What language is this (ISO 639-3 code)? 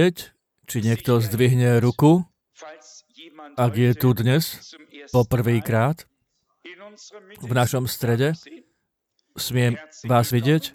slk